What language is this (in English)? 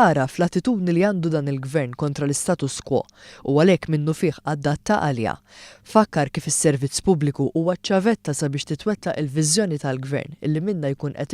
Maltese